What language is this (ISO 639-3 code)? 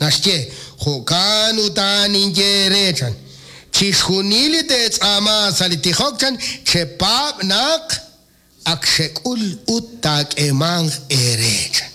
kek